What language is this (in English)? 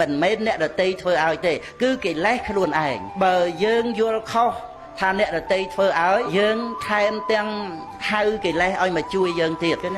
Khmer